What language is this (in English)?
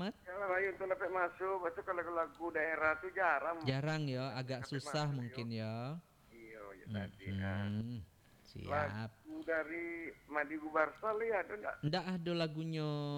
Minangkabau